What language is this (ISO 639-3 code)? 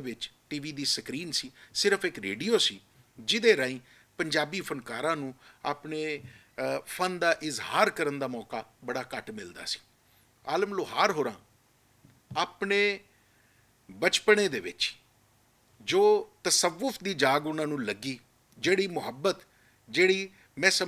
lah